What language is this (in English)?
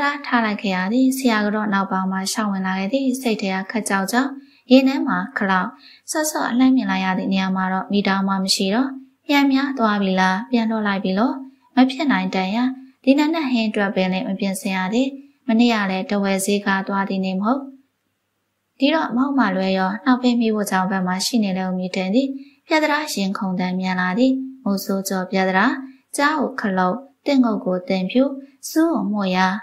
Burmese